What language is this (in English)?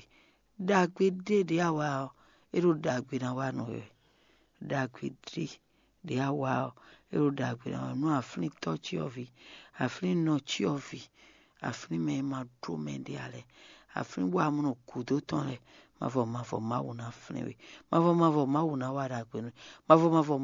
Fon